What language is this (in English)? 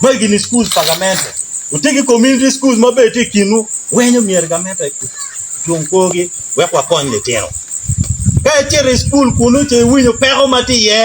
Acoli